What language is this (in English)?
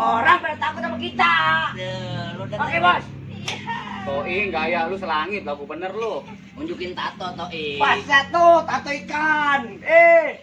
Betawi